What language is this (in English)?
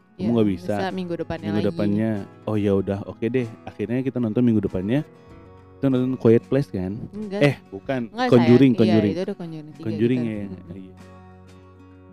Indonesian